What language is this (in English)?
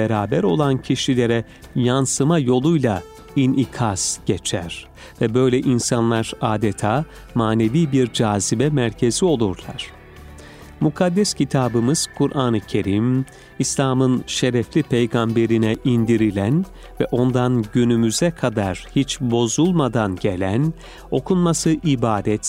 Turkish